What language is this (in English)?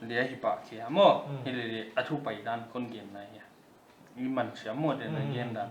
Paite Chin